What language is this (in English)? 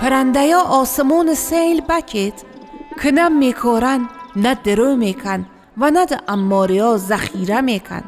Northern Luri